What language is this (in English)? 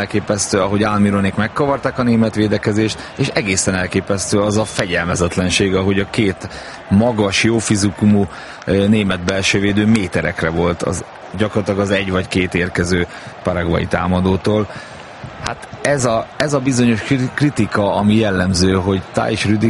Hungarian